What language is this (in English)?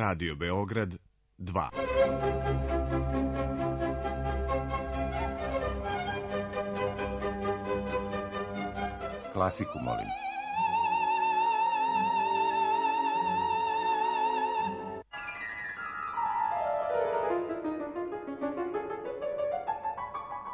Serbian